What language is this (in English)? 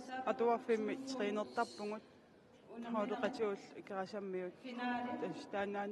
Kalaallisut